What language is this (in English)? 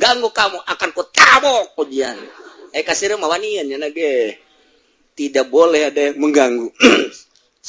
Sundanese